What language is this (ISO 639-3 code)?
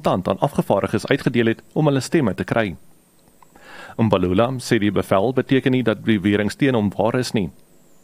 afr